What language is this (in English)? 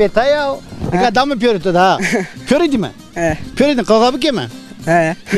Zaza